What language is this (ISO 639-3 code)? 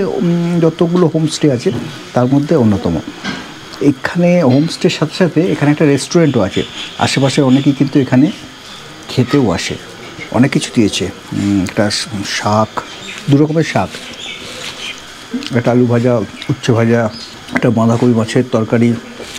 ben